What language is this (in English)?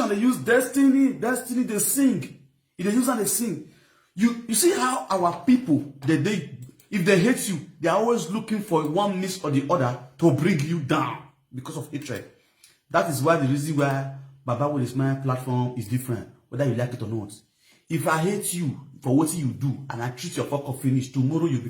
Nigerian Pidgin